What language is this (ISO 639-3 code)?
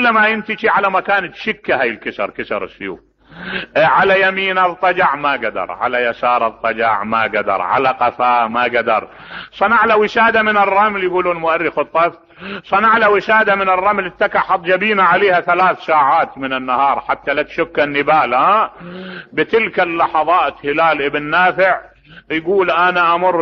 acm